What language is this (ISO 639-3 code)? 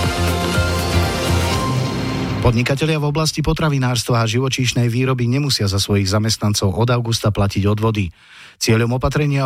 slk